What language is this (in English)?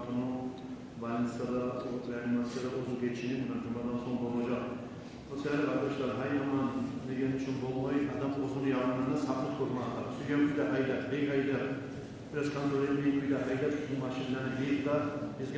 Kumyk